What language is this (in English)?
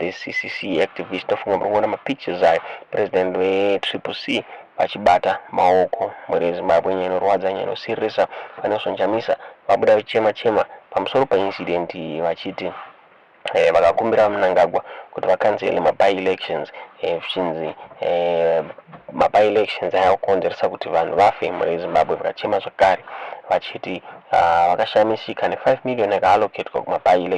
Shona